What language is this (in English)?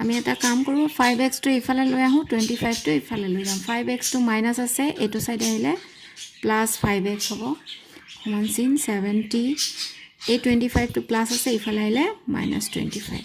Assamese